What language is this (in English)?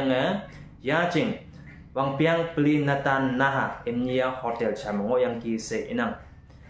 Konyak Naga